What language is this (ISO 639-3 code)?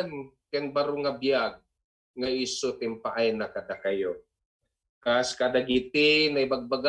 ilo